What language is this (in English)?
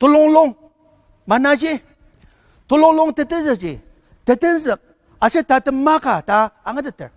Ao Naga